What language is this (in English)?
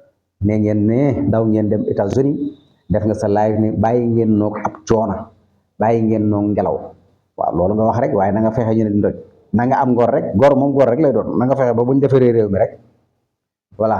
Wolof